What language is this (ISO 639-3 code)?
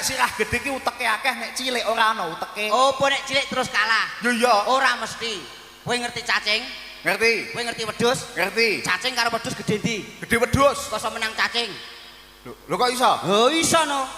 jav